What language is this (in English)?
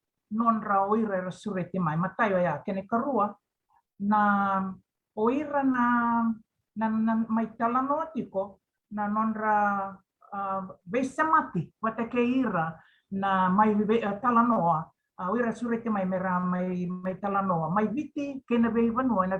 Fijian